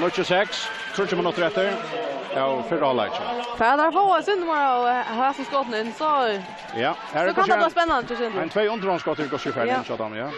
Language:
Faroese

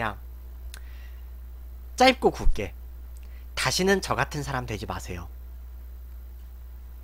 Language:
Korean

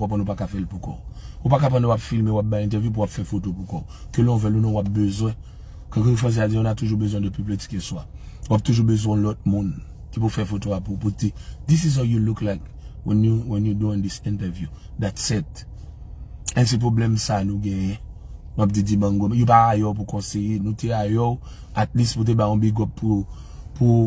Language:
Haitian Creole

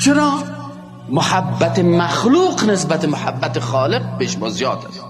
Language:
Persian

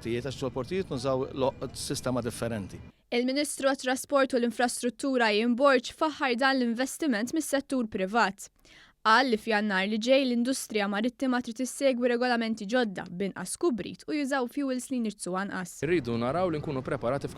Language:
Maltese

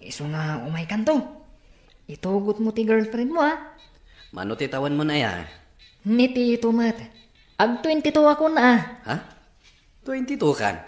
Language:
Iloko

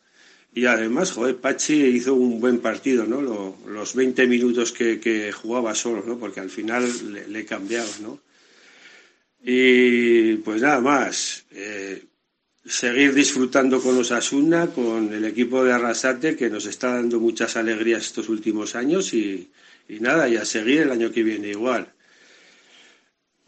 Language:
Spanish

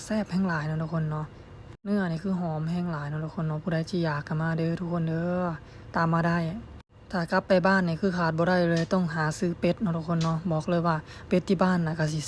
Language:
Lao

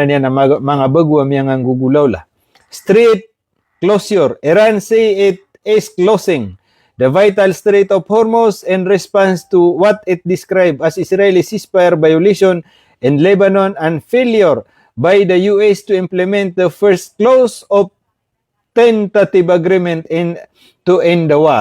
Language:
Maranao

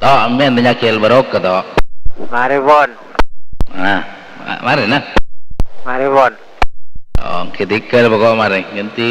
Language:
Madurese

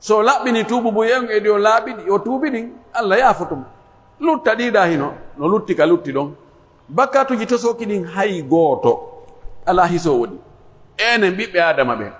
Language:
Pular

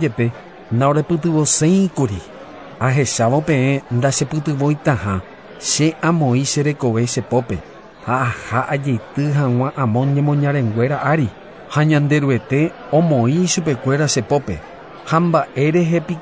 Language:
Guarani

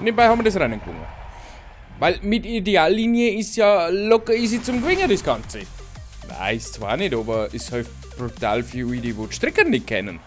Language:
Bavarian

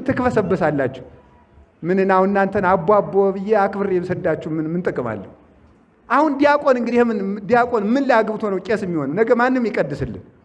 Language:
Amharic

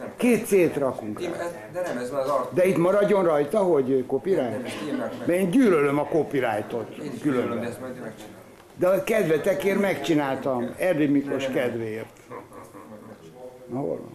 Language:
Hungarian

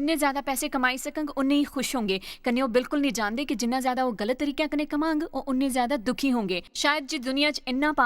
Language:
Dogri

